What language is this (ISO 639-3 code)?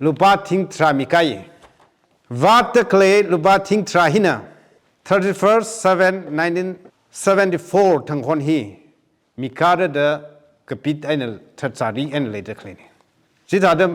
nmf